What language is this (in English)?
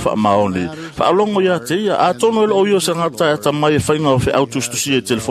Samoan